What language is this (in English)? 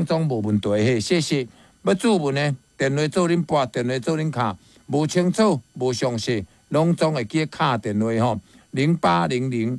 Min Nan Chinese